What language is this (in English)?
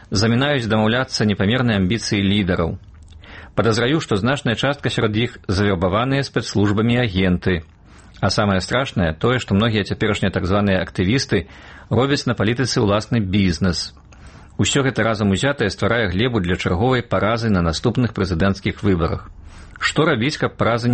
Belarusian